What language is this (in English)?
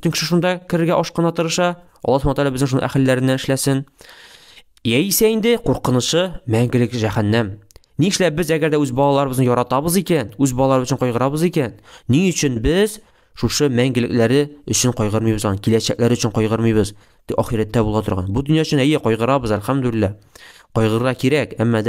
Tatar